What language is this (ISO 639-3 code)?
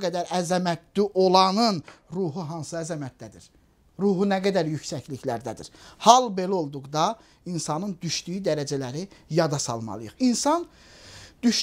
aze